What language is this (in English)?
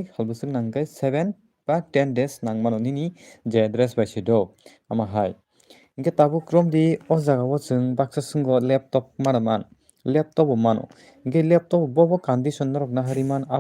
Kok Borok